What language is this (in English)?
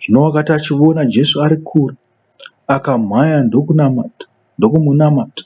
Shona